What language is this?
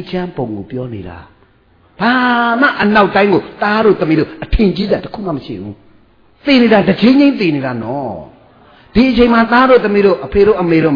Burmese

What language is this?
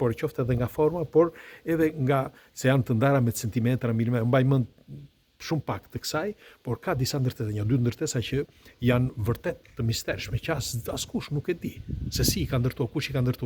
Albanian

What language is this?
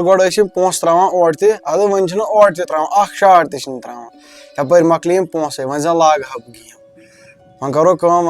Kashmiri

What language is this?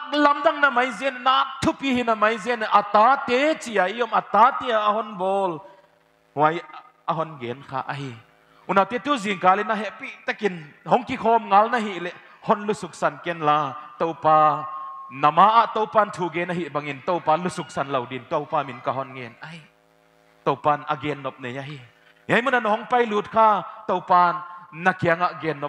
Paite Chin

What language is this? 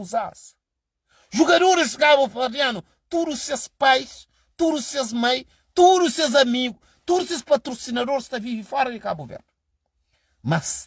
Kabuverdianu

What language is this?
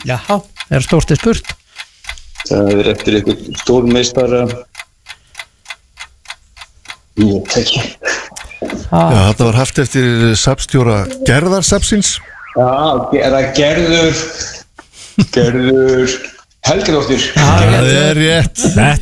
Icelandic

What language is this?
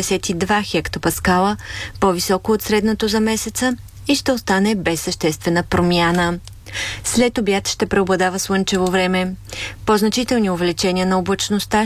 Bulgarian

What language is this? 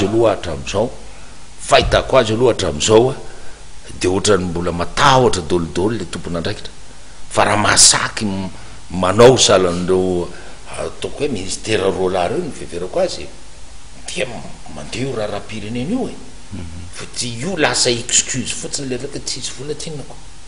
Malagasy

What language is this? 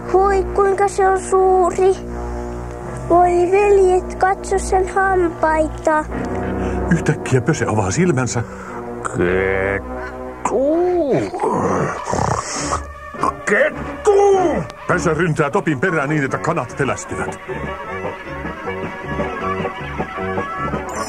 Finnish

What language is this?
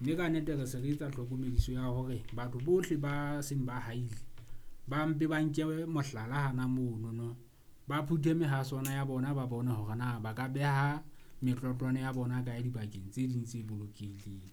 Southern Sotho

